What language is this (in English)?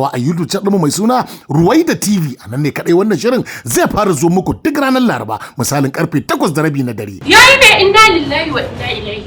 Hausa